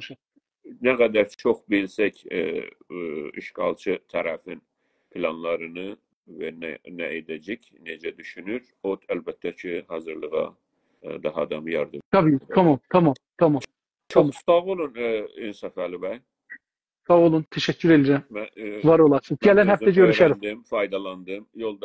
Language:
South Azerbaijani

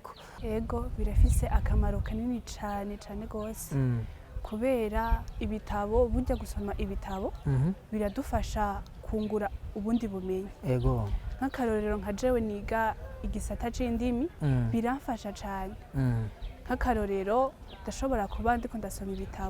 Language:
Rundi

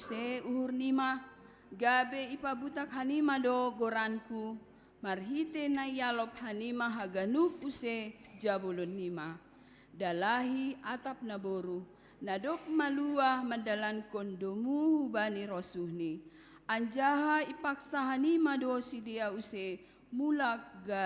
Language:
Batak Simalungun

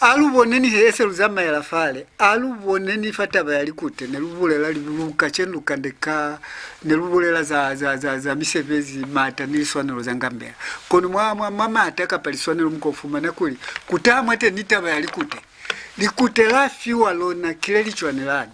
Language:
Lozi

